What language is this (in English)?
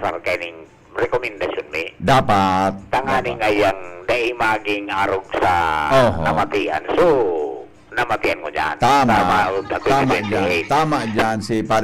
Bikol